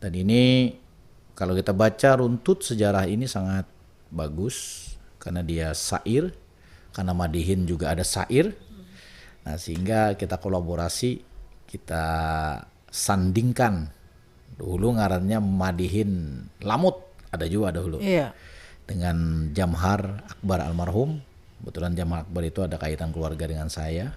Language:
Banjar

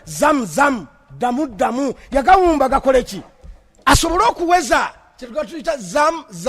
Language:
Ganda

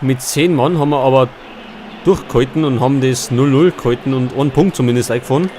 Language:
Bavarian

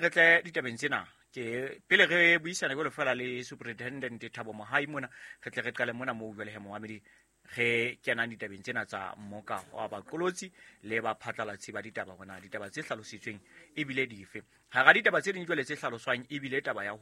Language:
Southern Sotho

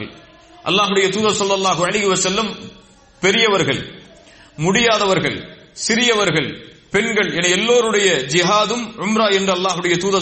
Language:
Tamil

